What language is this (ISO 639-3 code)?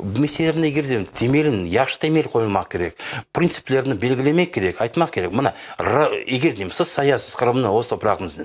crh